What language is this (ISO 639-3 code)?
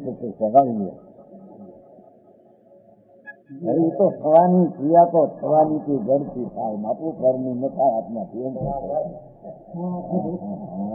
guj